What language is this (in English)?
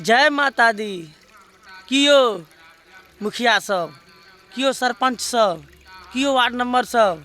Maithili